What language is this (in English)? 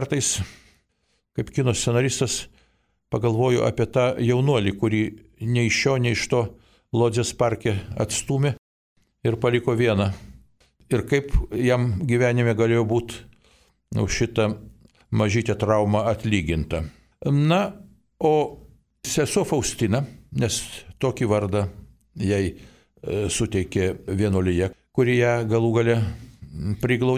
Lithuanian